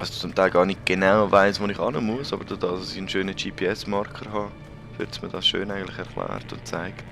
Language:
Swiss German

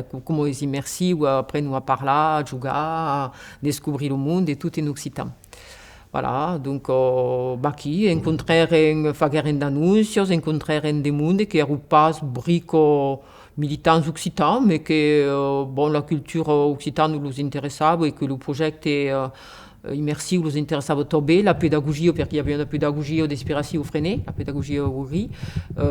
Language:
Occitan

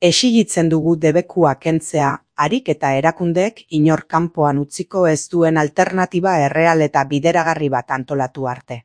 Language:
Basque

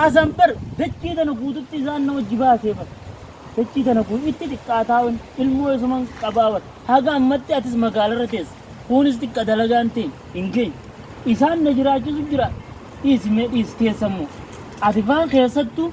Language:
Oromo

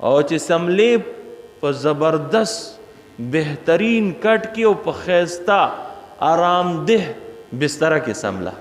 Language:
Pashto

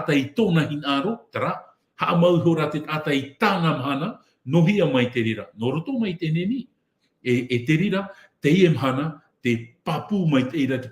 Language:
Tahitian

